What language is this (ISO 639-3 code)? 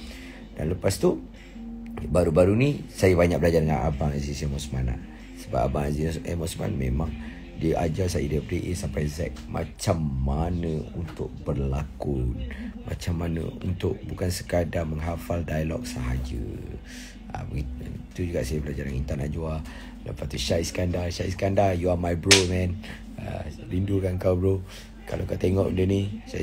msa